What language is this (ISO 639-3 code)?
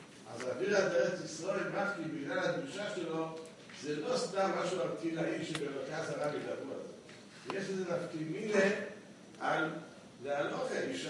heb